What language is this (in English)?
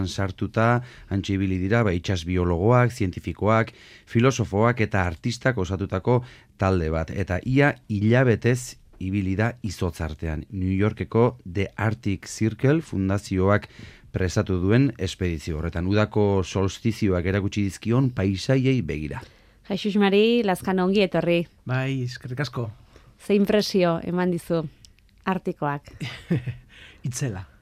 Basque